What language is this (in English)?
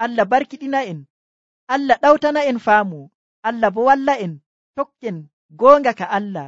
Nigerian Fulfulde